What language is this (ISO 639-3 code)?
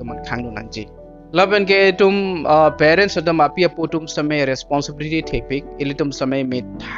mjw